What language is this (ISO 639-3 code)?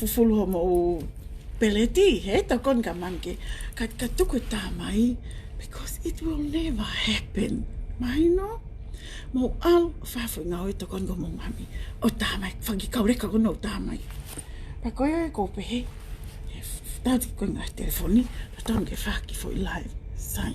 ton